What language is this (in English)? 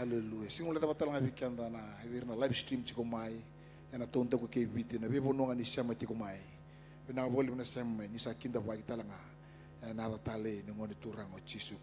Fijian